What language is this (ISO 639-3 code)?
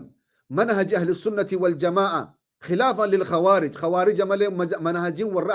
orm